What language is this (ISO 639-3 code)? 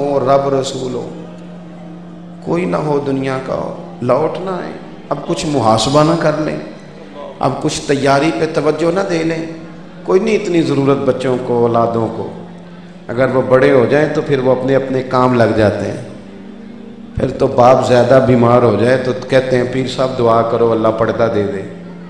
urd